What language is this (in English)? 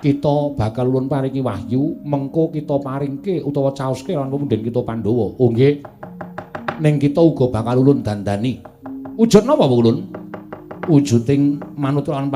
Javanese